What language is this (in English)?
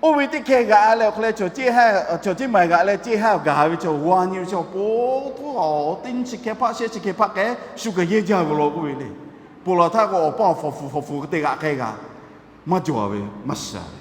Lahu